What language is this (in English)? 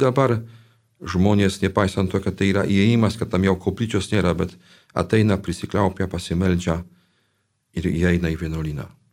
Lithuanian